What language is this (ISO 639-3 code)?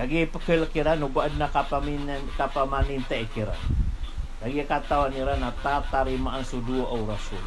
mrw